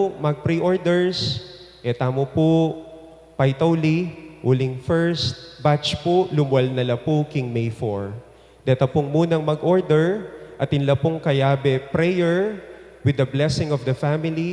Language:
Pampanga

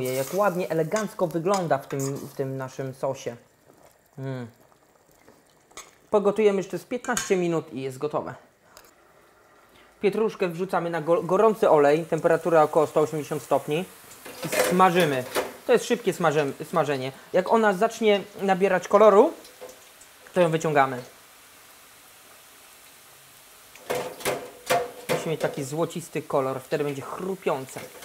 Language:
Polish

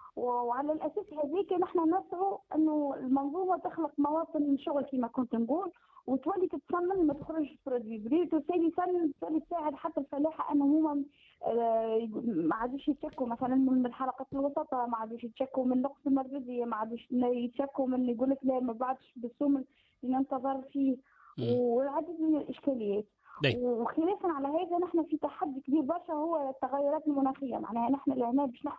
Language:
Tunisian Arabic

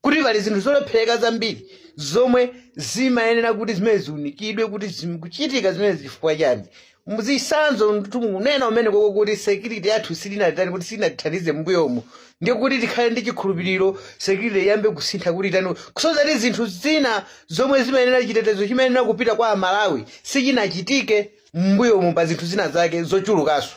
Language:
Nyanja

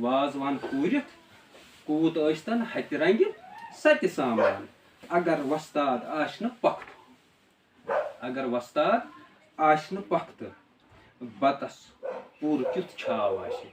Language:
Kashmiri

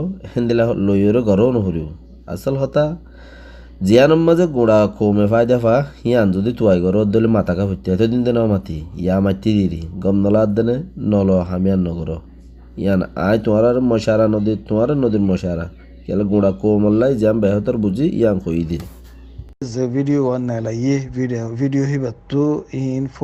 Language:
Rohingya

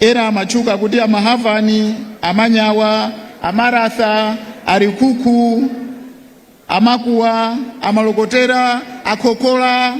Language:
Nyanja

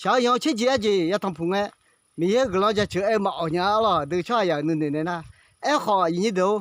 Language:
Akha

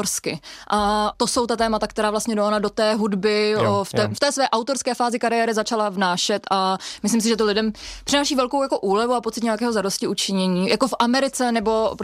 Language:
Czech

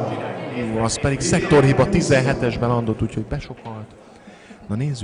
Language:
Hungarian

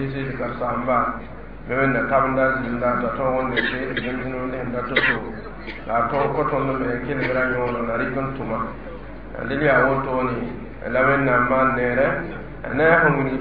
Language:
Mossi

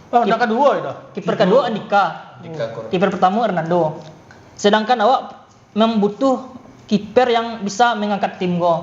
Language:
Minangkabau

